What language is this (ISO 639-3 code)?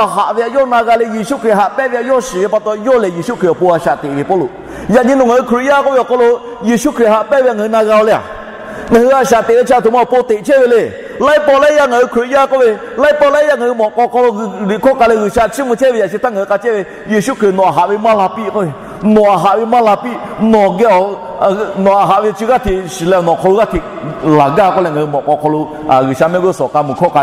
lhu